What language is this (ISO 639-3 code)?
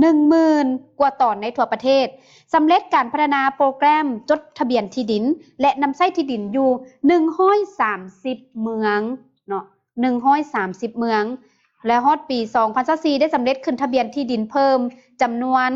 lao